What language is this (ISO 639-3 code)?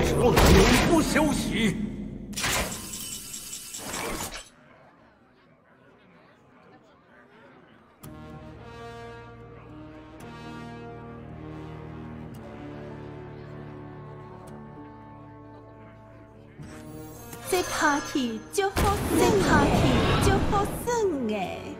zho